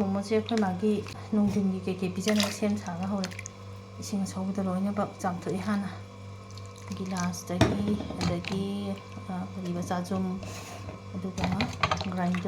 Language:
Manipuri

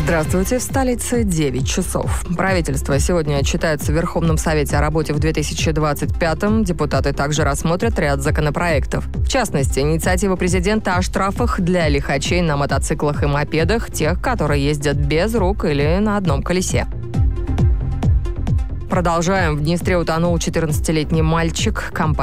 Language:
Russian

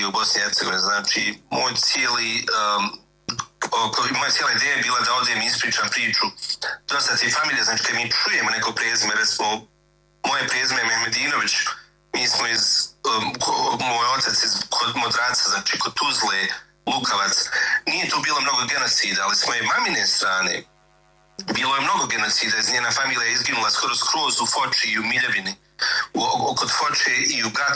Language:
Bosnian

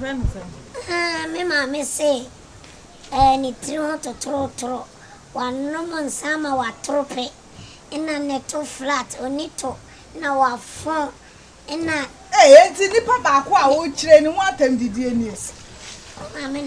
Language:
Akan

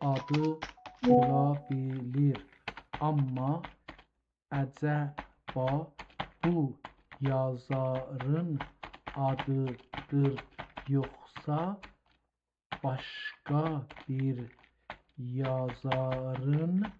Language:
South Azerbaijani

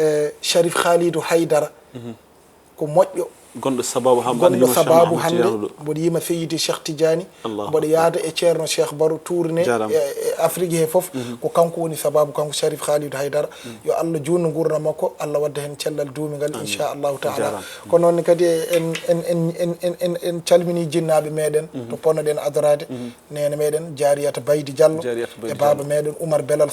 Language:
Fula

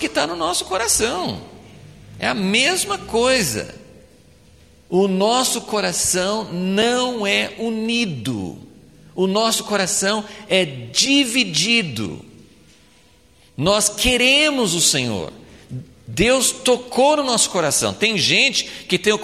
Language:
Portuguese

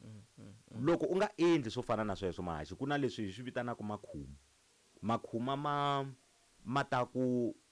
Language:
Tsonga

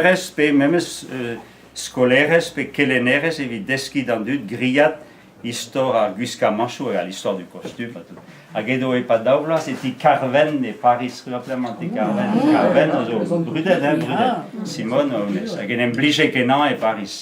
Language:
Breton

